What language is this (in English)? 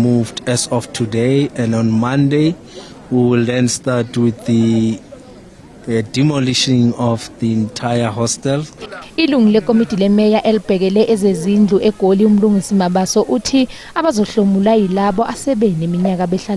Zulu